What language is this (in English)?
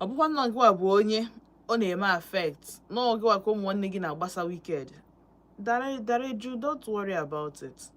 Igbo